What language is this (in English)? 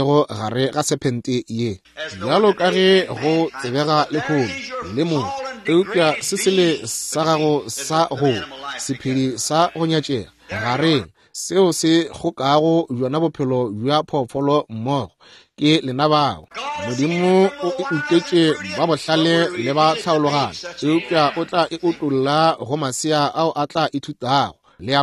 Northern Sotho